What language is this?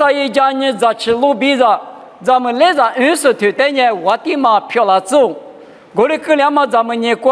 Lisu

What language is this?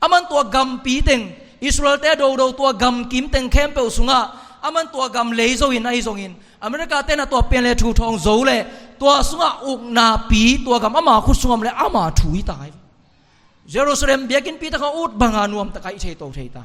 Tedim Chin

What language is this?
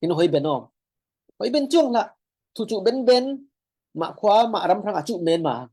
Falam Chin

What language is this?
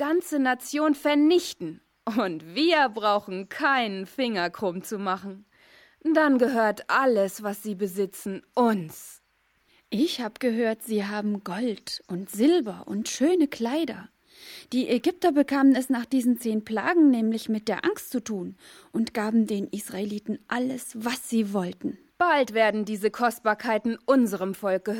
German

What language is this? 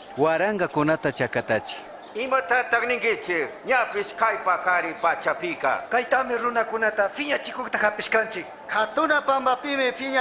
Chimborazo Highland Quichua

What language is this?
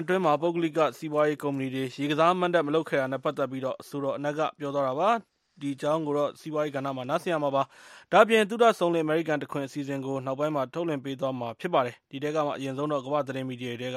Burmese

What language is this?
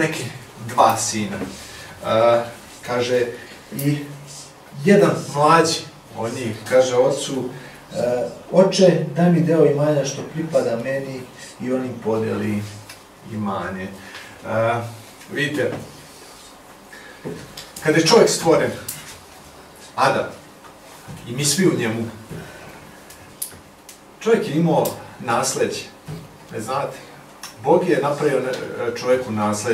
Serbian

